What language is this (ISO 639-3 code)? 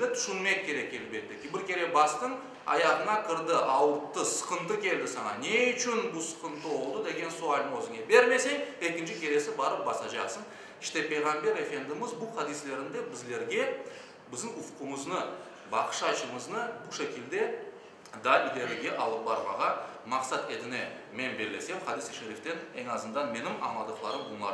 crh